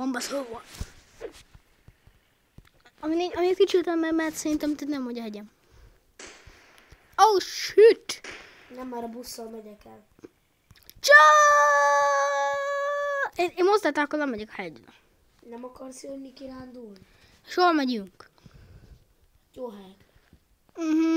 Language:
Hungarian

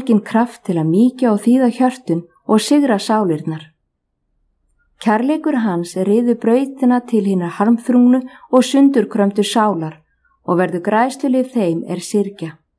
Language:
Icelandic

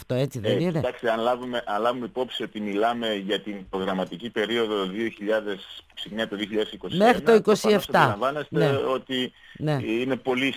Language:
Greek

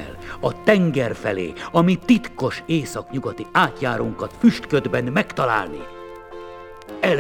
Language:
Hungarian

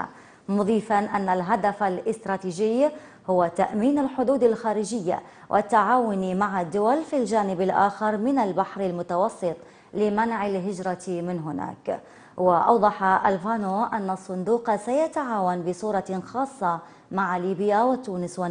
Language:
Arabic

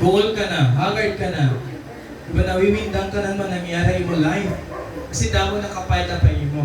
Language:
Waray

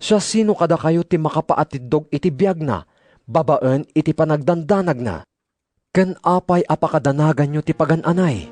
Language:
Iloko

